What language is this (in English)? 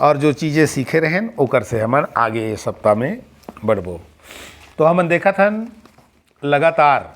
Chhattisgarhi